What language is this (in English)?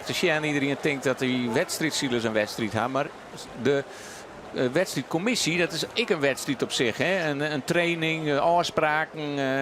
Western Frisian